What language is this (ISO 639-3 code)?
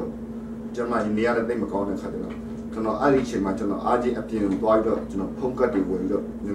mya